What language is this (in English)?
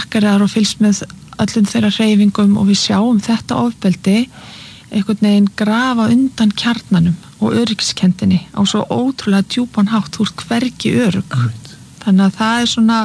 Icelandic